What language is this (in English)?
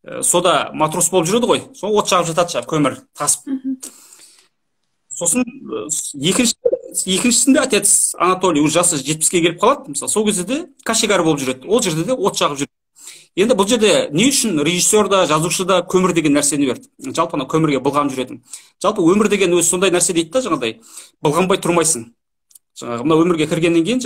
Kazakh